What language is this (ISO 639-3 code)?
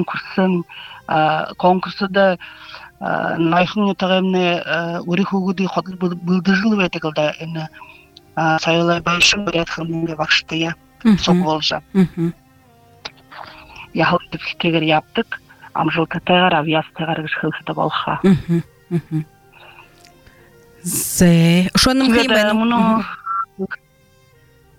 bua